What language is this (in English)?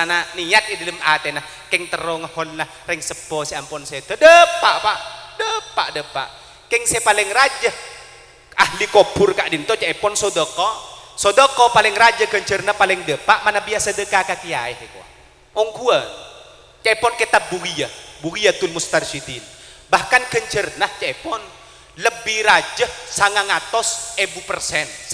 Madurese